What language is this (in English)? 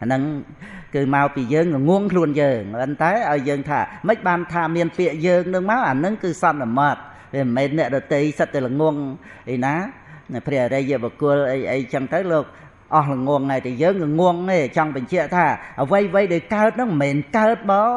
Khmer